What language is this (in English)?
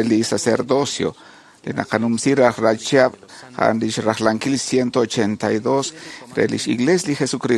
Kekchí